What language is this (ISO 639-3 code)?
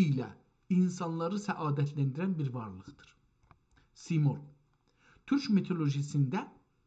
azb